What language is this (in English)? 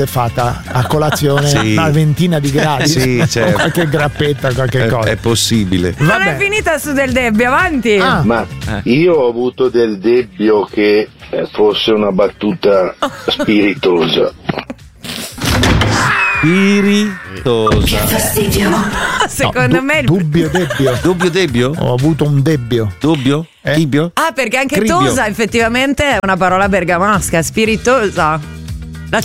Italian